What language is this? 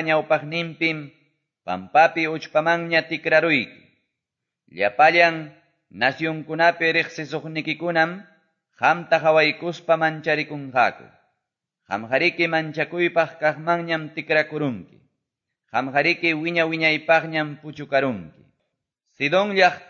Quechua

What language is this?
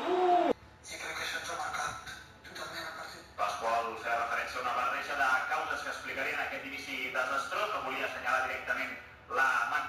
Catalan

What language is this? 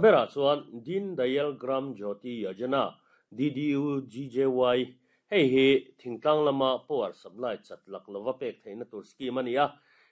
Mizo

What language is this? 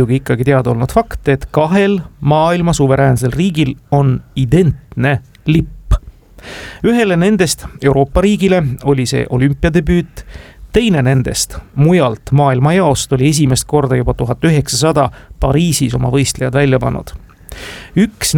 Estonian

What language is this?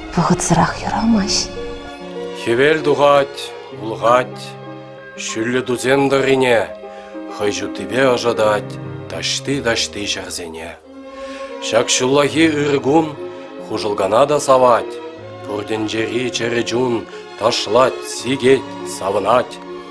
Chuvash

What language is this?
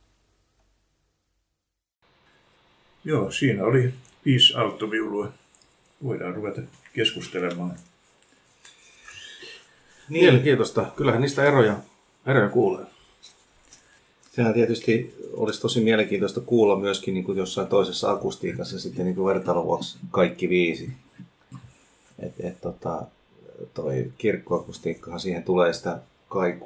Finnish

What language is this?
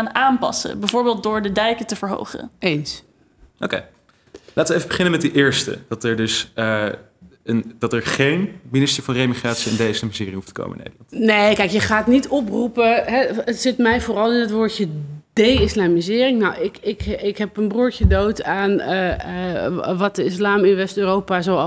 Dutch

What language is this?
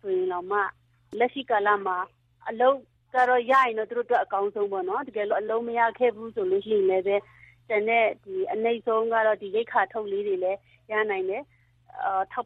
Burmese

